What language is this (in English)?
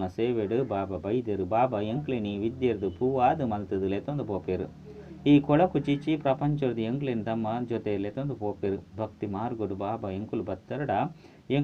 Tulu